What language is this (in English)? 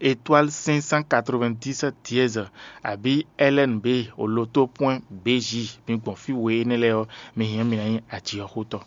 Fon